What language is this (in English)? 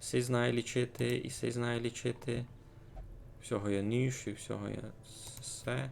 Rusyn